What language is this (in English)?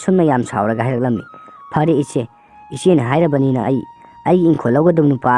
Manipuri